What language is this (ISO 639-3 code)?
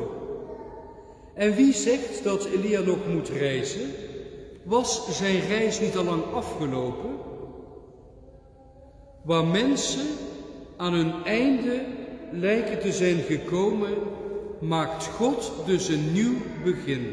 nld